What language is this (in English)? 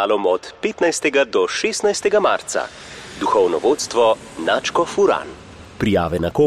Slovenian